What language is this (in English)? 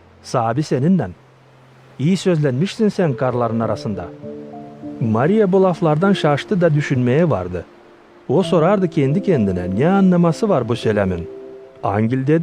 Gagauz